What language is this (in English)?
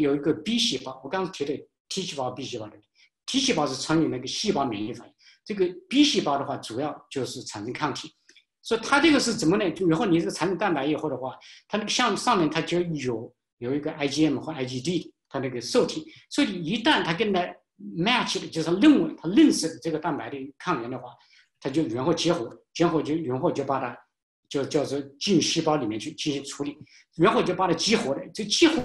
Chinese